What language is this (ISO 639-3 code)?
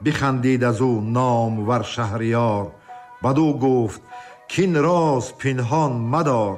tgk